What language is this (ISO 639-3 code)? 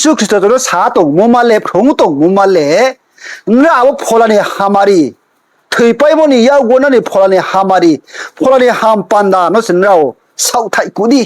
ria